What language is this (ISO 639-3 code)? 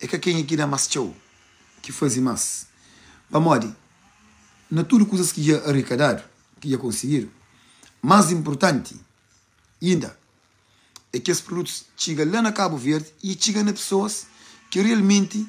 kea